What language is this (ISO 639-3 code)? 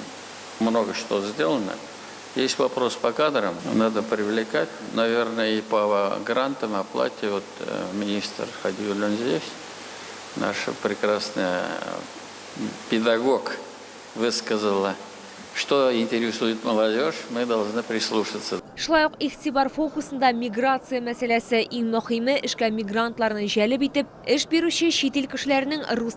tat